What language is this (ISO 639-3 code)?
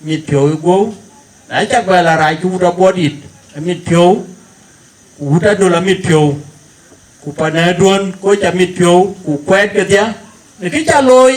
din